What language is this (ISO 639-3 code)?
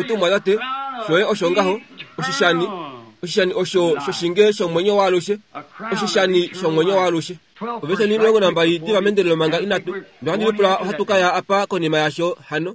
kua